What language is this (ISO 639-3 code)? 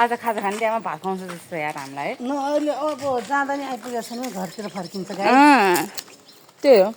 nep